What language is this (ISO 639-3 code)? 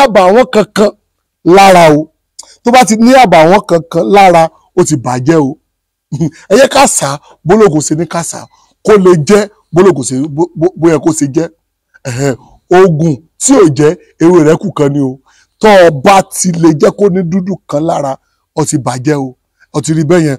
yor